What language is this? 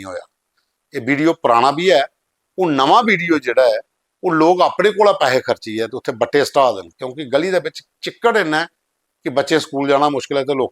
Dogri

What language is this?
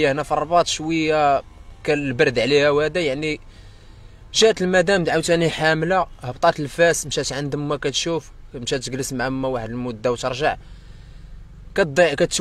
Moroccan Arabic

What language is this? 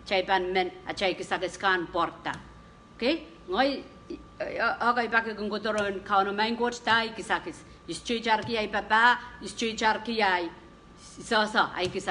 Pohnpeian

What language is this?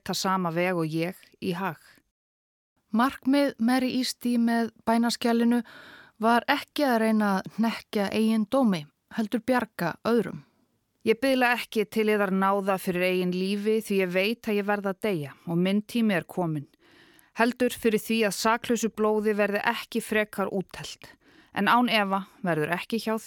Icelandic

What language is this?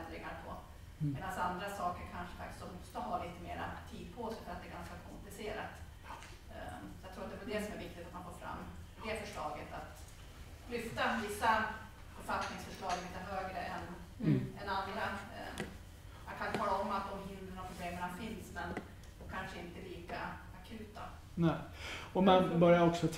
Swedish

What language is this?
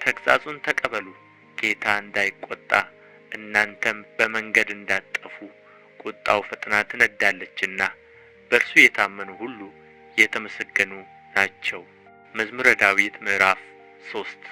Amharic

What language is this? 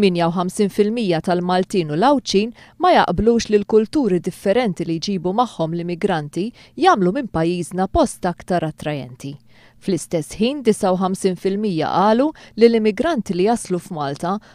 Maltese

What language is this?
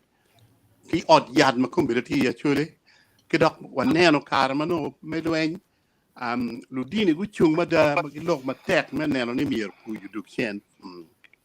Acoli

